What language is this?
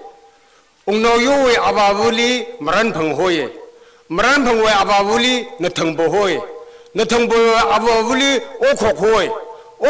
Tangkhul Naga (India)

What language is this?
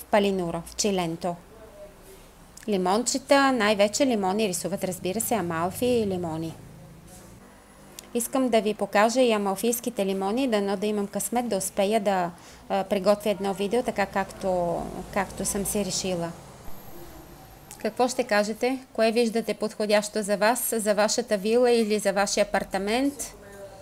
Bulgarian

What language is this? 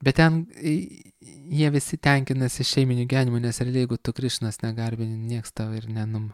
Lithuanian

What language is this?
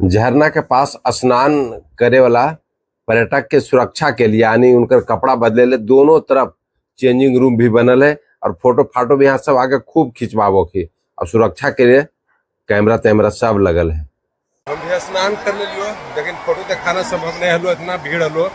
Magahi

